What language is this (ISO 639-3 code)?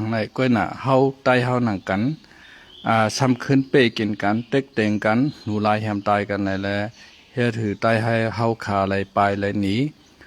shn